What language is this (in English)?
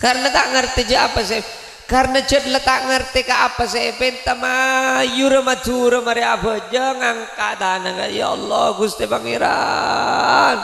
Madurese